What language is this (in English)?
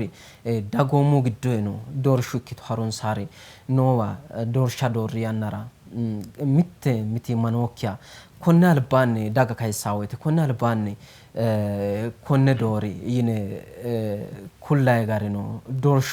Sidamo